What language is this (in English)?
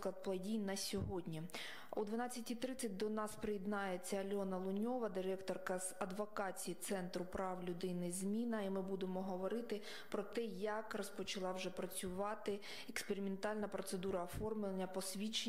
Ukrainian